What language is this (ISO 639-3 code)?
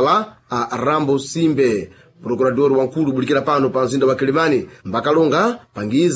seh